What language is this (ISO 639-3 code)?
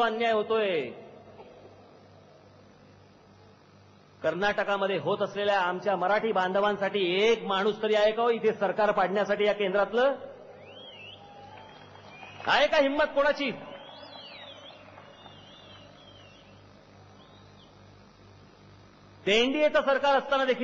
mar